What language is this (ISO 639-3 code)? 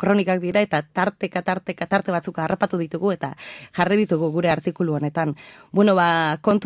eus